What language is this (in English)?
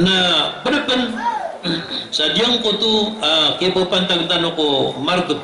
Maranao